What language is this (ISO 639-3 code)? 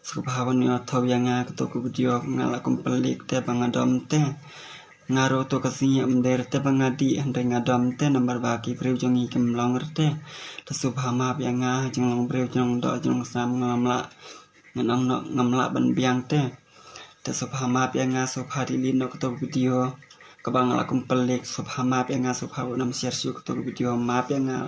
kha